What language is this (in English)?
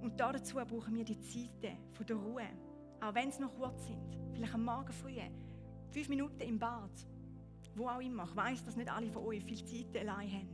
Swiss German